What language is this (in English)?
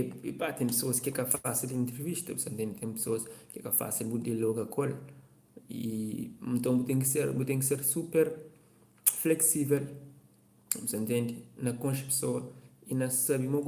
Kabuverdianu